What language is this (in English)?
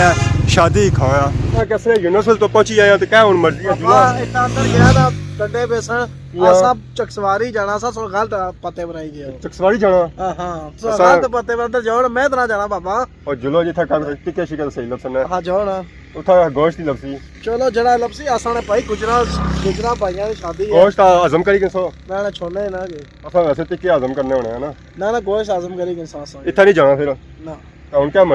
Pahari-Potwari